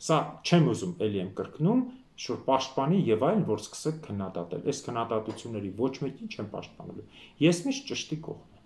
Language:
Armenian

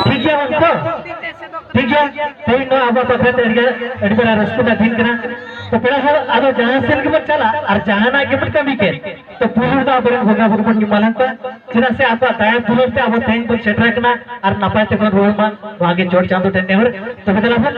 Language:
Santali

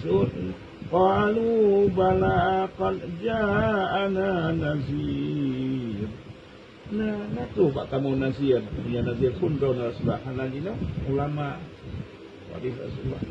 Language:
Achinese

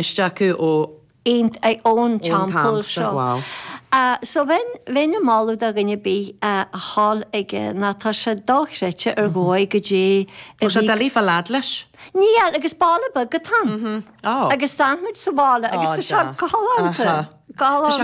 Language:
Irish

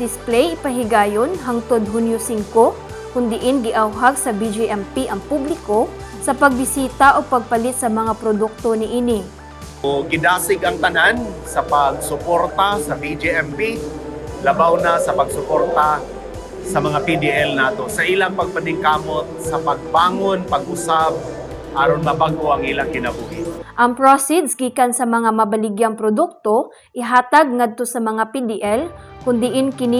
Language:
Cebuano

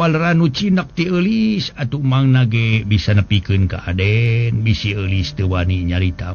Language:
Sundanese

